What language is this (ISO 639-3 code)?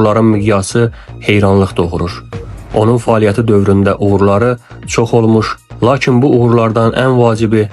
aze